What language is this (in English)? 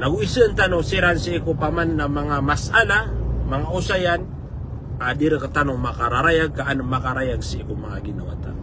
Maranao